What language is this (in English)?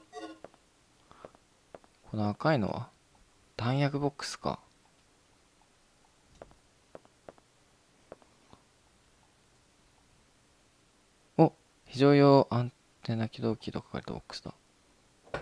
Japanese